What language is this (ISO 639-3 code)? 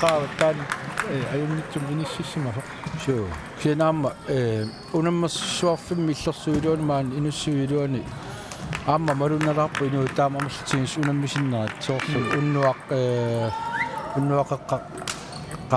kal